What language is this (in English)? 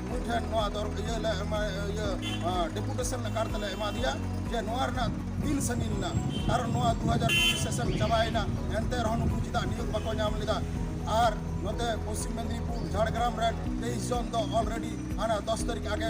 Santali